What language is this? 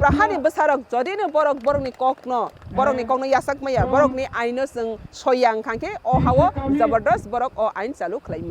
Kok Borok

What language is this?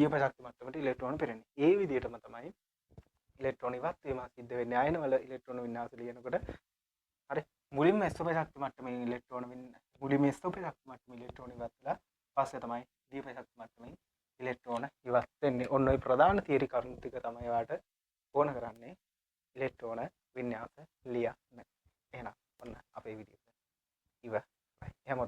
Sinhala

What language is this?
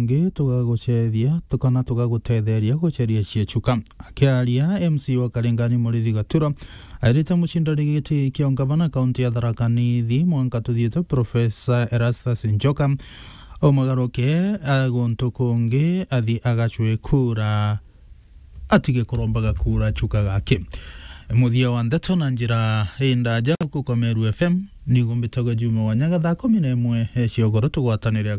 Meru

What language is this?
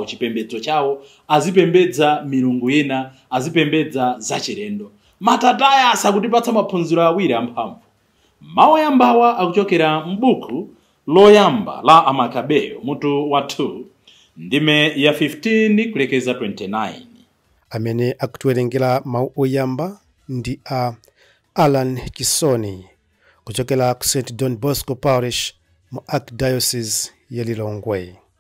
Nyanja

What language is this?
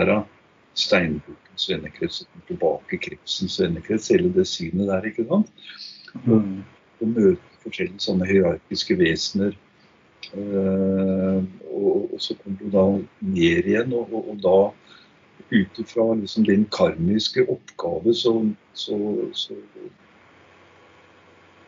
Norwegian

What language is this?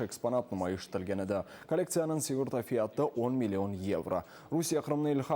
Crimean Tatar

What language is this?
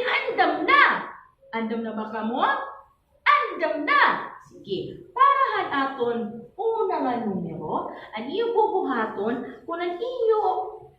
Waray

